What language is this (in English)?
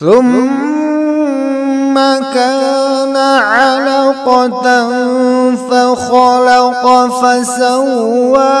Kashmiri